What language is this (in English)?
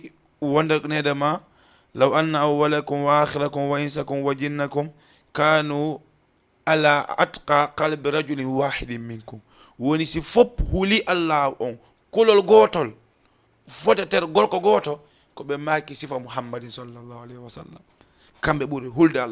Fula